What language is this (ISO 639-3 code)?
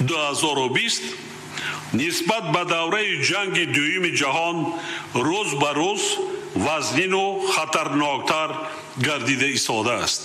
tgk